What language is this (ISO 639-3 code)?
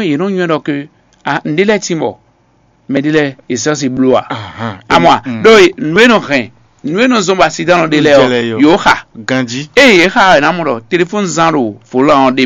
fon